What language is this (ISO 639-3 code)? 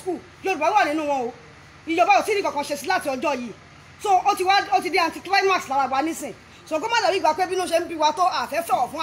yor